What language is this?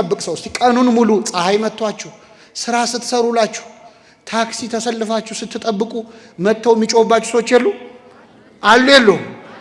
Amharic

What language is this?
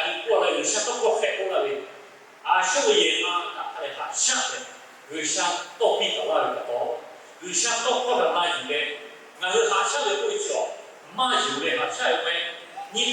Lahu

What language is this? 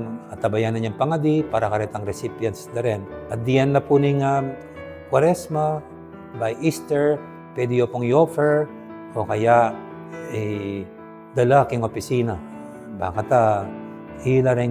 Pampanga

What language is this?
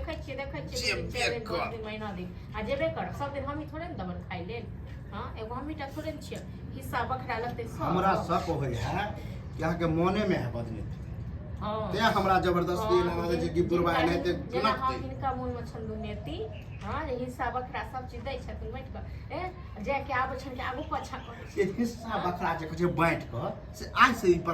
Maithili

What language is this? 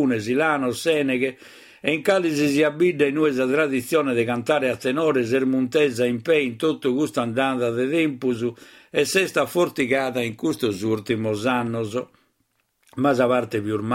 Sardinian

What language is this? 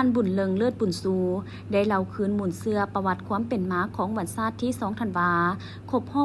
Lao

